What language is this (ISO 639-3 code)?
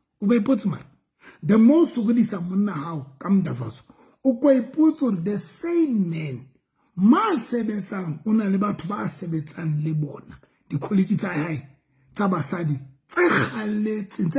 sot